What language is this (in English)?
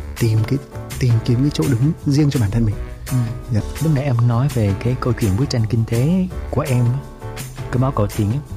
Vietnamese